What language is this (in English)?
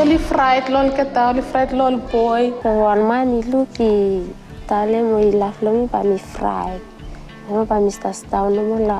Bislama